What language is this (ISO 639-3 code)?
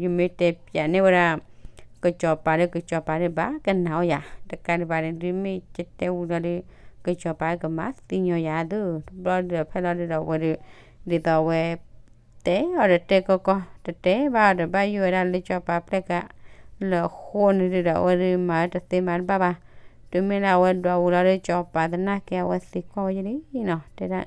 ksw